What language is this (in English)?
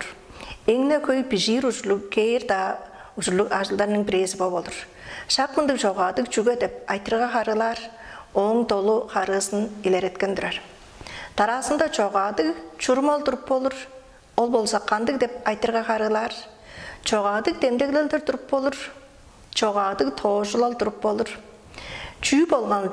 Tuvinian